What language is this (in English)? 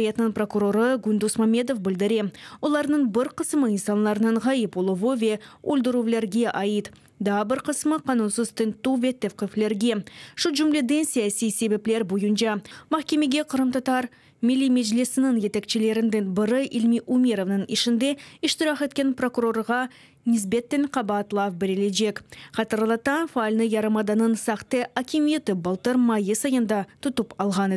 Crimean Tatar